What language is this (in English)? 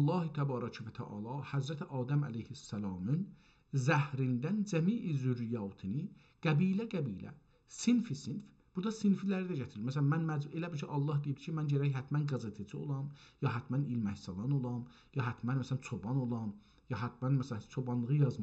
South Azerbaijani